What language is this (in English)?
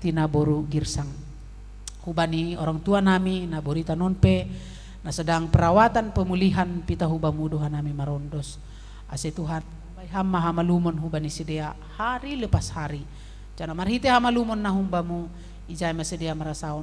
Batak Simalungun